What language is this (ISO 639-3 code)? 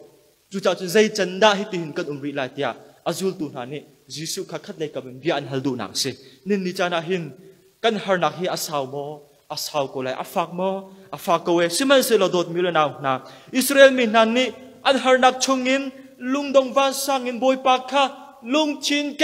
cnh